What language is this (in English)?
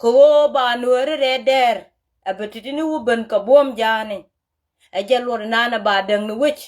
Nuer